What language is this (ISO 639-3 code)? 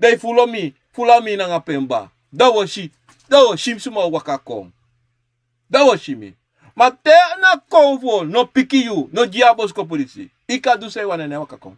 srn